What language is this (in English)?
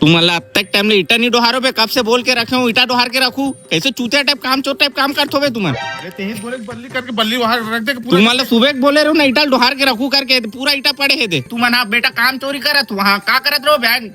Chhattisgarhi